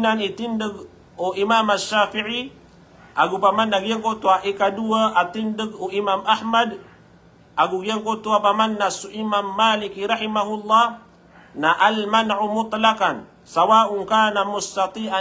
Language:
Maranao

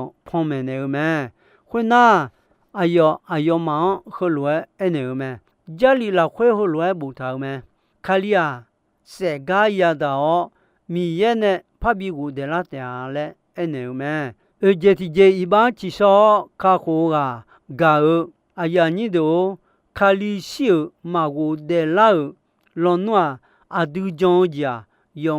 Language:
Akha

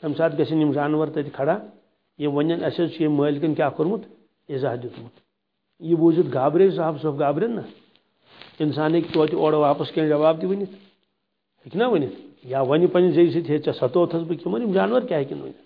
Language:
Kashmiri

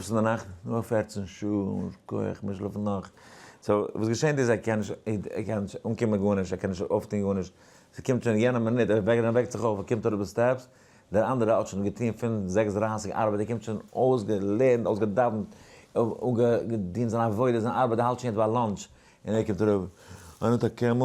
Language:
Yiddish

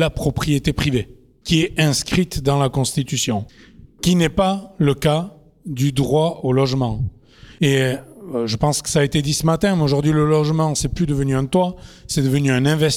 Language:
French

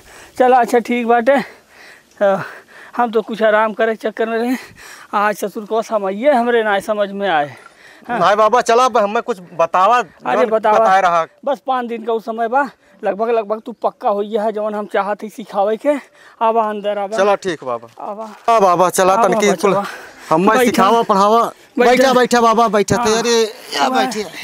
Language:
Awadhi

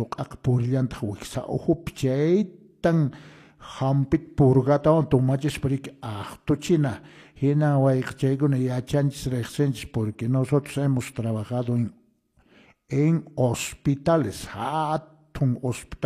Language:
Quechua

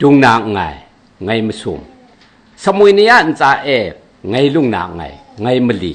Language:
Kachin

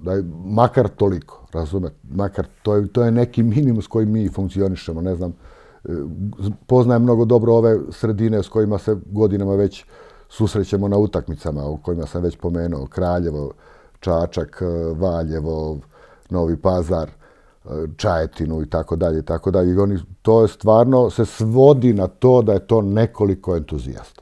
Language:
Serbian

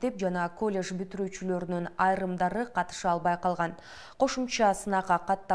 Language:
Kyrgyz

